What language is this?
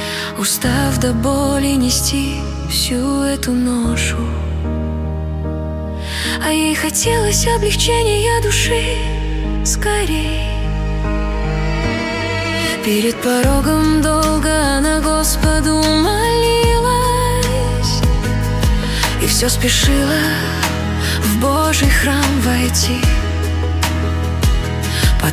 Russian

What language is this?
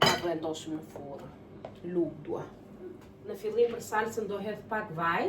Albanian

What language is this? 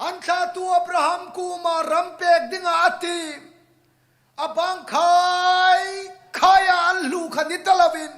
Hmar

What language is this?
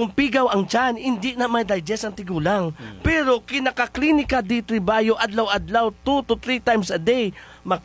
Hiligaynon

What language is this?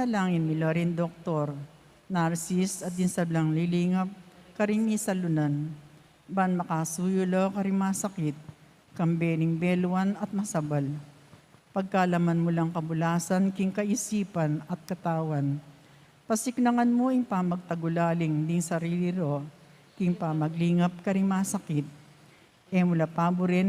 Pampanga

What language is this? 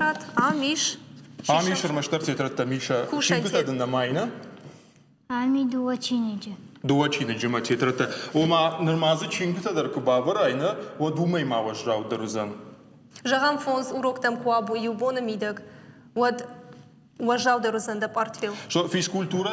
Ossetic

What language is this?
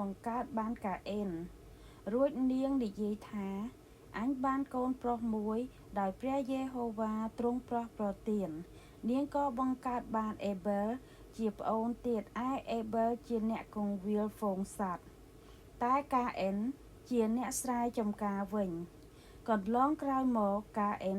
Khmer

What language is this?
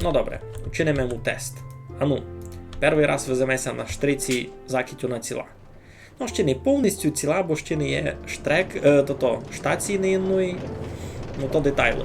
Rusyn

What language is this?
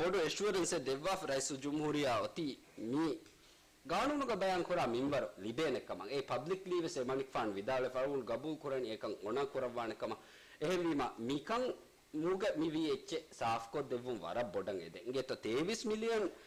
Divehi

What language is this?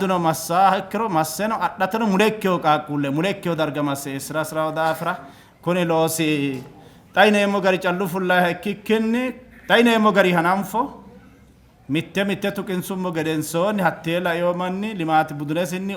Sidamo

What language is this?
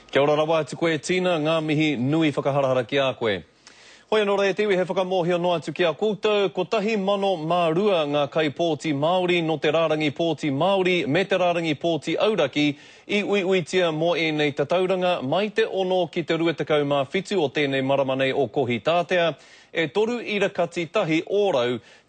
Māori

